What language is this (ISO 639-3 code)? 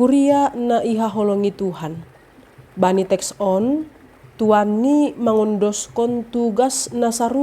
bts